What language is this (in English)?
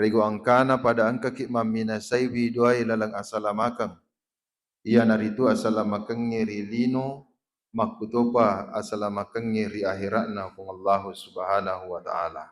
Buginese